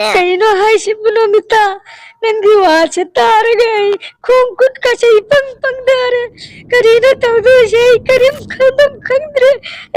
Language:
Manipuri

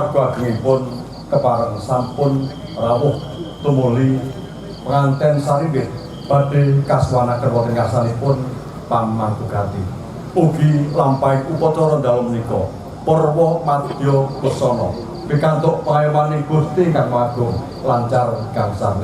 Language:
Javanese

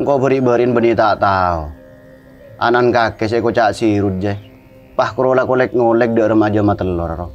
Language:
Madurese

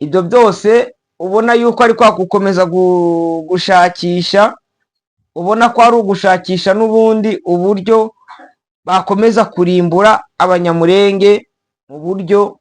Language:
Kinyarwanda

